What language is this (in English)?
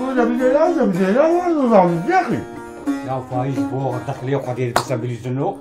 Kurdish